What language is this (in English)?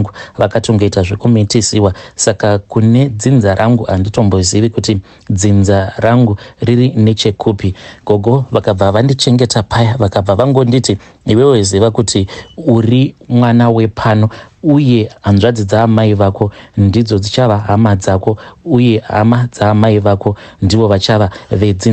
Shona